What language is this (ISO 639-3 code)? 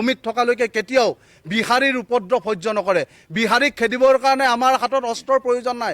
asm